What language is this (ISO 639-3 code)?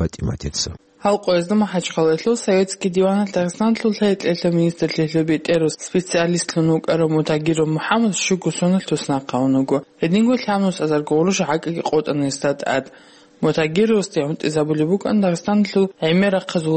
ava